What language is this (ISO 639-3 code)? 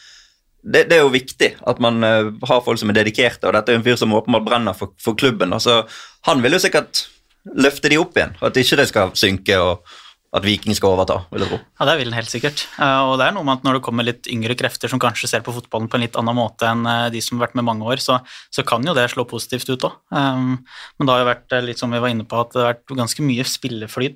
nor